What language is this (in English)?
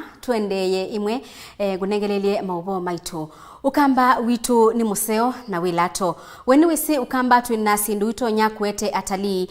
Kamba